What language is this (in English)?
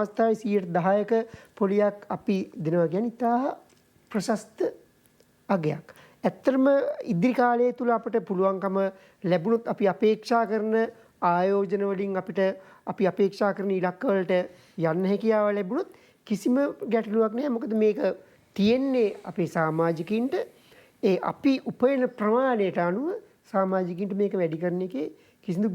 Sinhala